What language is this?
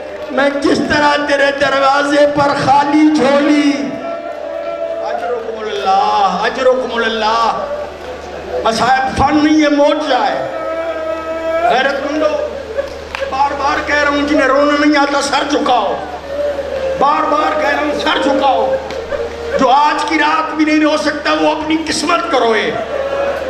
Urdu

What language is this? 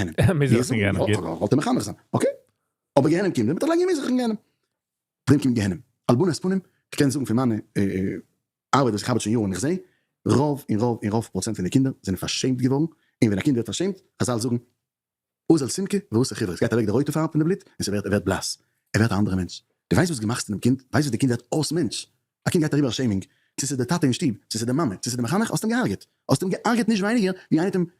Yiddish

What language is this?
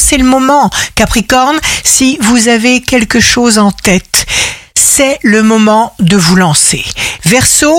French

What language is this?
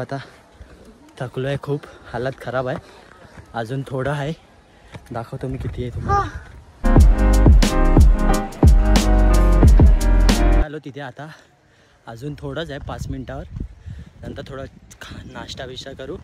Marathi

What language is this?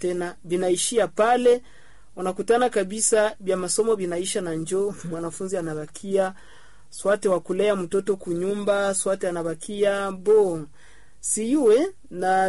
Swahili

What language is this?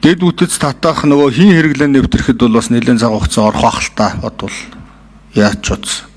Mongolian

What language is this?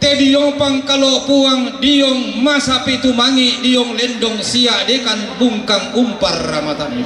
Toraja-Sa'dan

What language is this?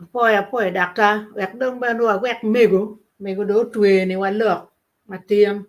Acoli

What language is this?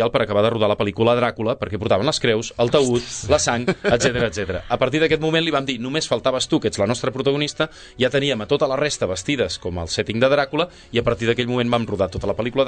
Catalan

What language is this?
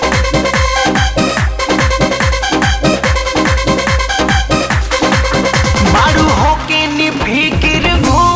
Bhojpuri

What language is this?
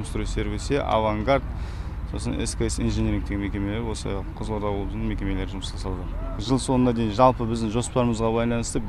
Kazakh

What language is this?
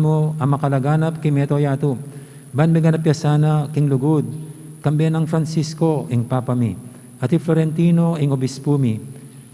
Pampanga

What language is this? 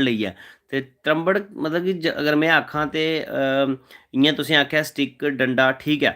Dogri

